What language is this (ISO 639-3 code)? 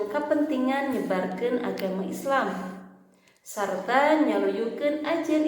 sun